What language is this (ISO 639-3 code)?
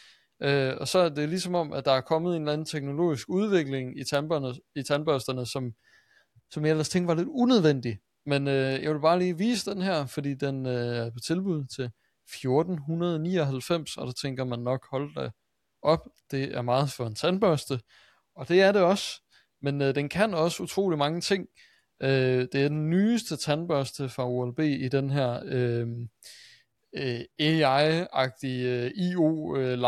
dan